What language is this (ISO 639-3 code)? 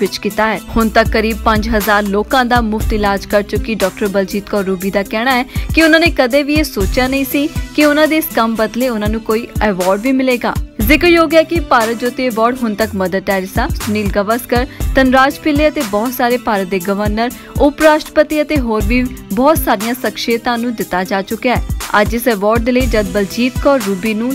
pan